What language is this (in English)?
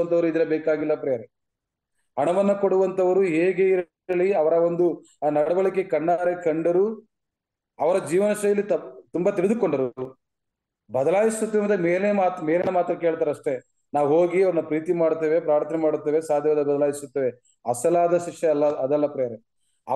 Kannada